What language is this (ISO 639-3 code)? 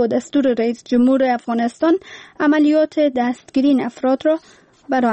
fas